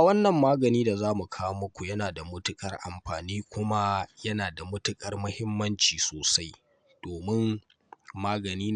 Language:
Hausa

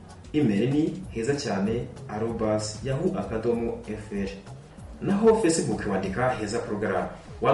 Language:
Kinyarwanda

